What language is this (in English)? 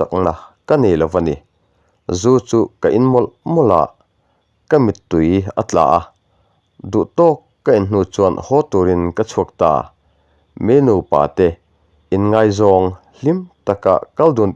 Mizo